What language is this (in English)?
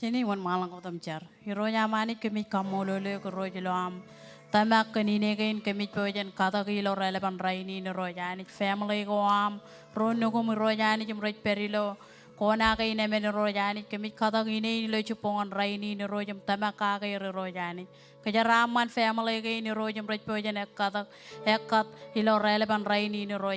Marshallese